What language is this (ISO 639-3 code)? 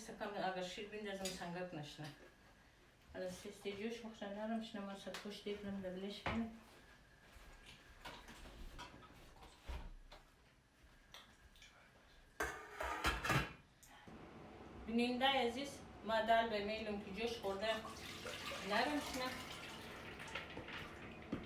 fas